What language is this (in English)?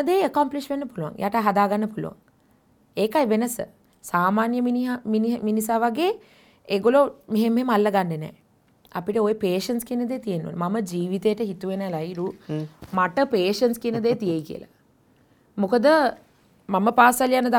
Sinhala